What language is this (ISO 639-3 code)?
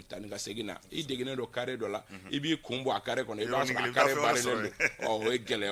bam